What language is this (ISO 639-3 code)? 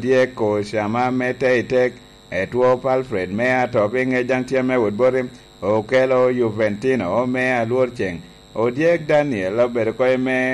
laj